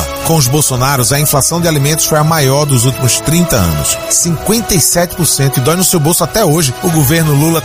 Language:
Portuguese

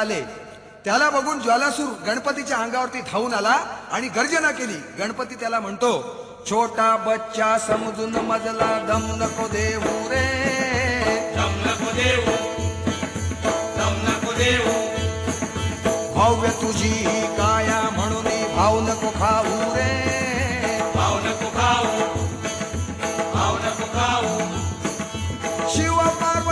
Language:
Marathi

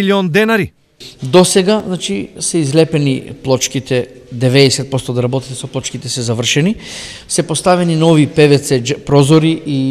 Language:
Macedonian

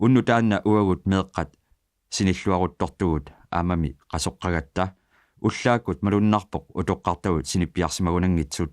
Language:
Kalaallisut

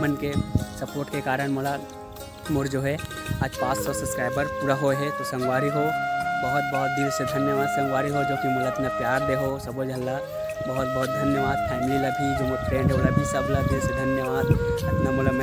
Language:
Chhattisgarhi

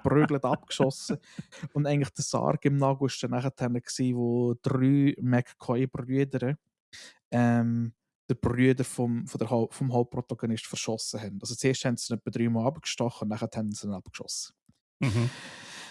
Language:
Swiss German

